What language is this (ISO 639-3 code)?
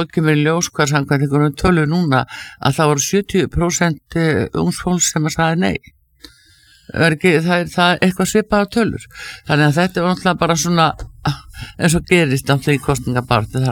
isl